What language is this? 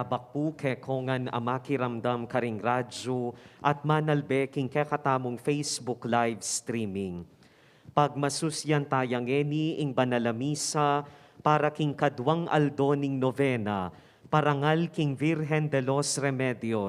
Pampanga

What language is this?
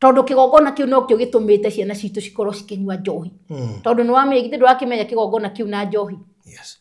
Kikuyu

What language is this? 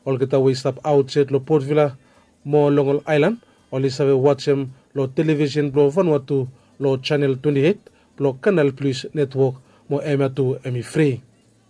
Bislama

